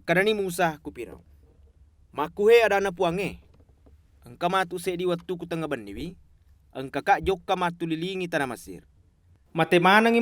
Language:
Buginese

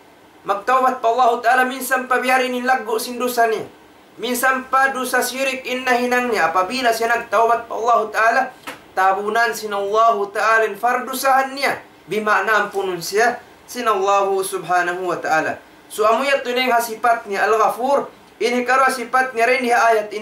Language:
Tausug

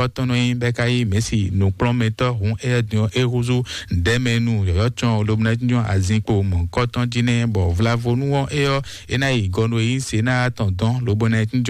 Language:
Fon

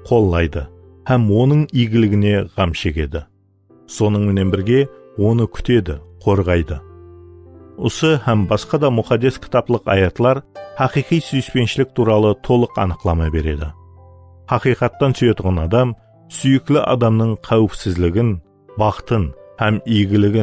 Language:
Kara-Kalpak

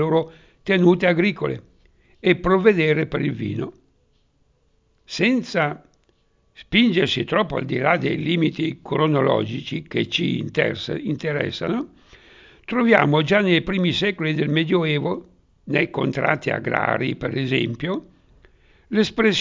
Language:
Italian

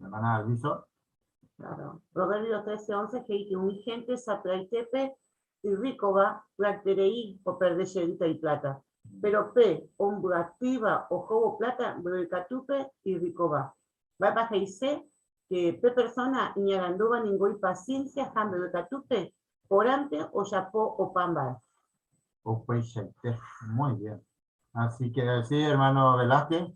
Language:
Guarani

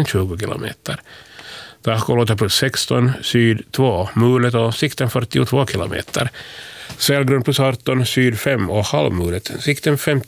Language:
Swedish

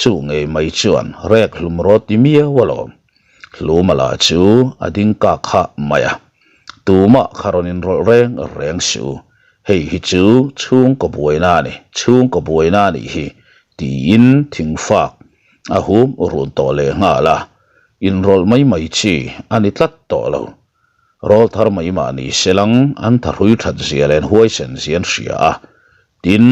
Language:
Mizo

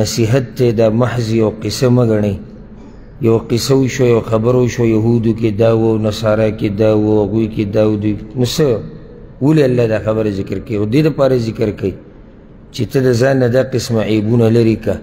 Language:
Pashto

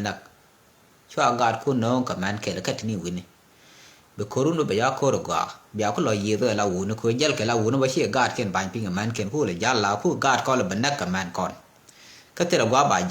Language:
Nuer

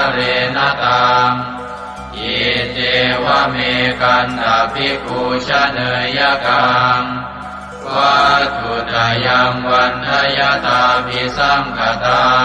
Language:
Pali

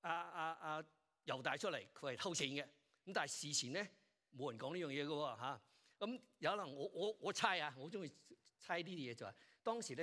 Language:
Cantonese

